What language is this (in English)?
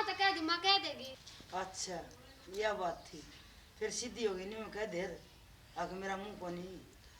Haryanvi